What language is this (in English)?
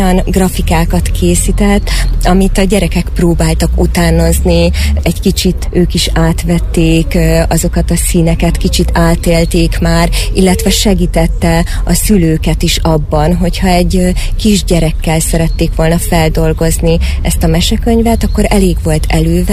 Hungarian